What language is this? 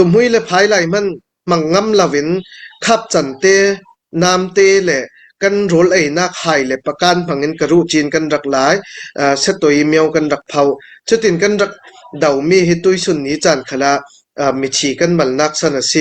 Hakha Chin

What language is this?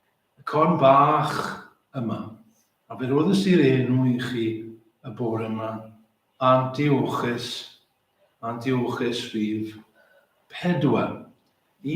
Welsh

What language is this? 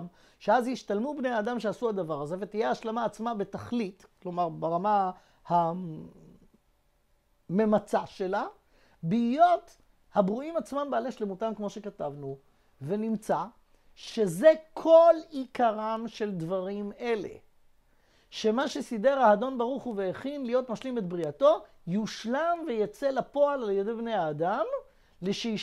Hebrew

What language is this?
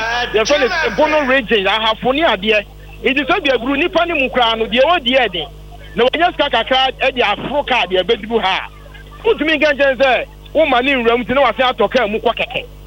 Akan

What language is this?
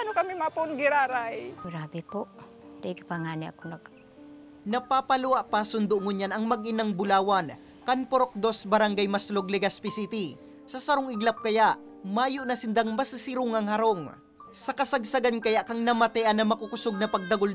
Bikol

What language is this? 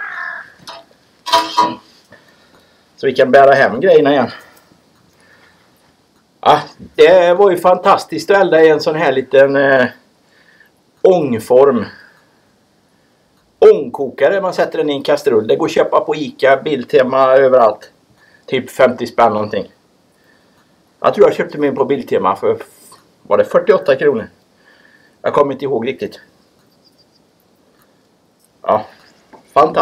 Swedish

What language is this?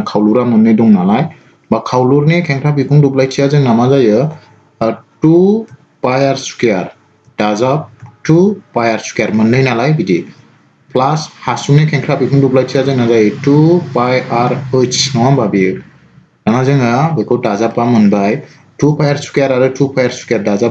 Bodo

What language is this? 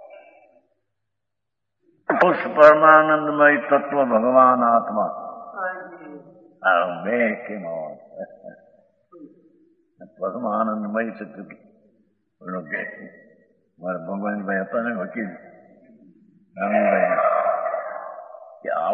Gujarati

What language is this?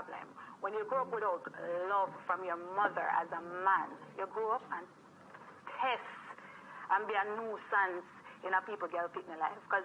Jamaican Creole English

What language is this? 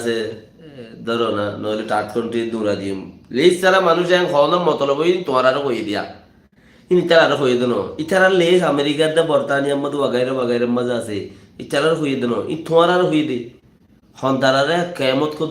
Rohingya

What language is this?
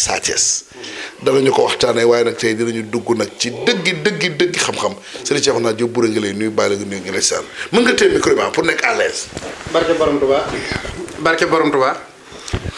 Wolof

